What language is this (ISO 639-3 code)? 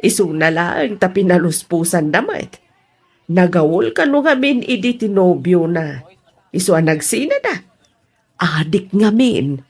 ilo